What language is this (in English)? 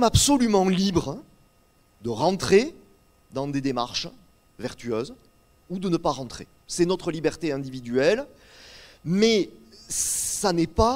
French